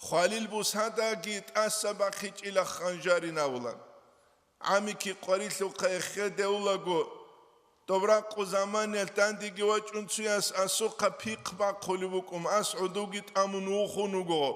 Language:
Avaric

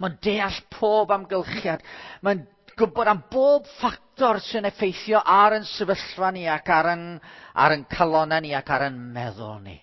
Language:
Welsh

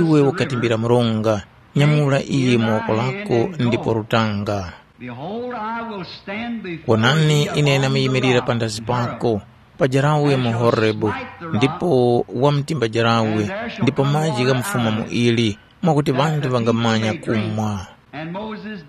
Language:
Tumbuka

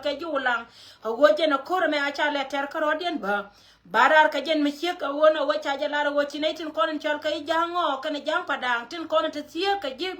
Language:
Nuer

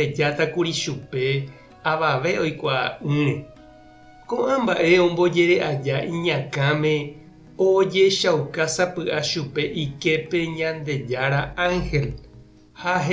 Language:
Guarani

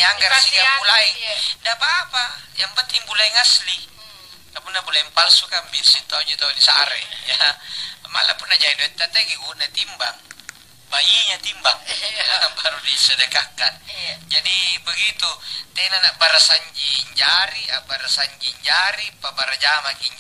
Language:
Makasar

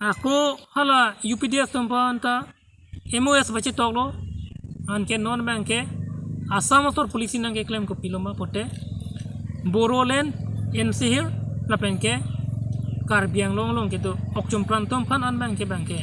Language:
Karbi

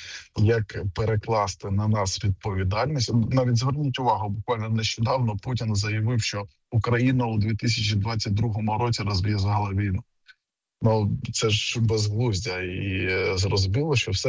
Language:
Ukrainian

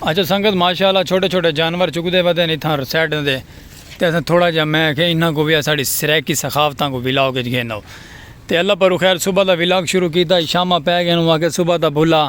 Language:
Saraiki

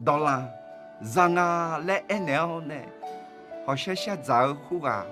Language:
Akha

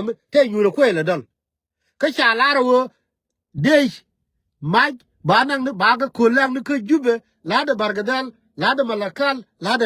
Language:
Nuer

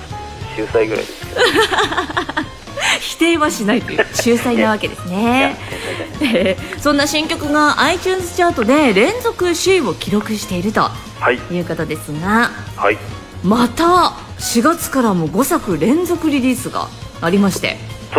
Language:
Japanese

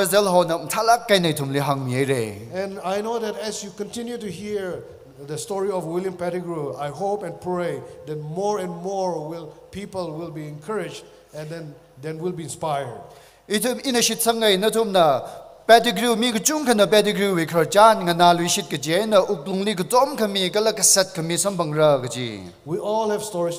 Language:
Tangkhul Naga (India)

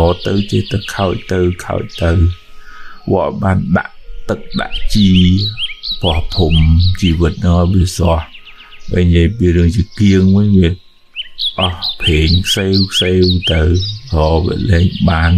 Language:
Khmer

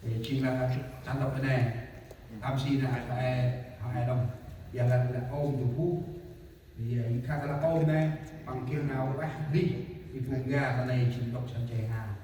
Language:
Central Mnong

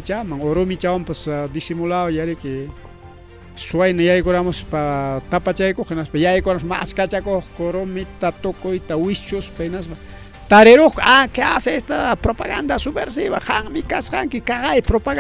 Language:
Ayacucho Quechua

